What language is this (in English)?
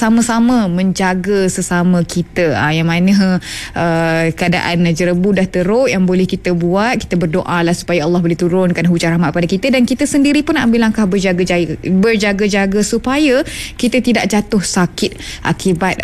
Malay